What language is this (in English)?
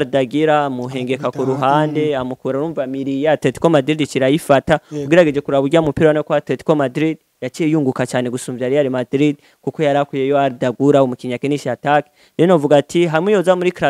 Rundi